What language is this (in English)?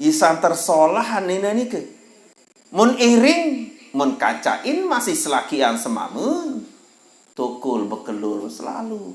Sasak